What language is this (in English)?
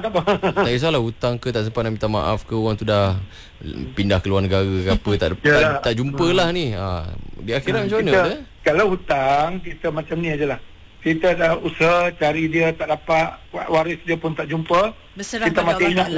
Malay